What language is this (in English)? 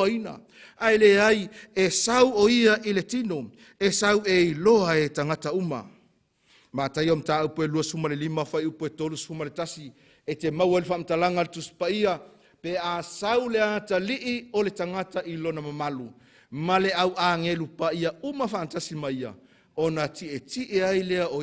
Samoan